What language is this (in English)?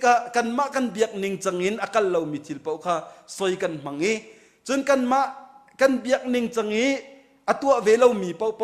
Hakha Chin